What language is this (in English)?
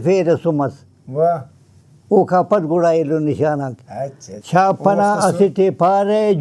Brahui